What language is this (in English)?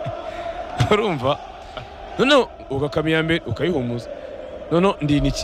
Kinyarwanda